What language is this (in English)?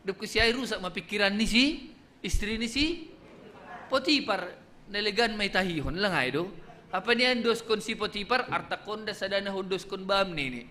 Batak Simalungun